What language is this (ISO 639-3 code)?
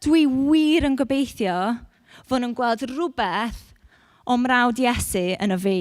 cym